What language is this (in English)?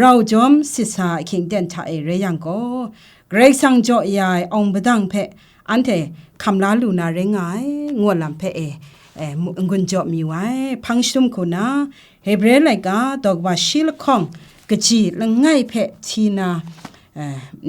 Kachin